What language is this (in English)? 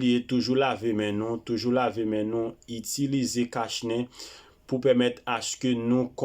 Haitian Creole